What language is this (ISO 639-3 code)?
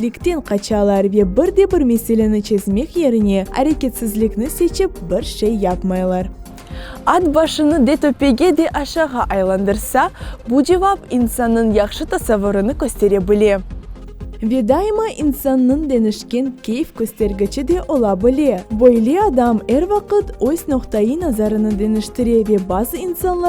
crh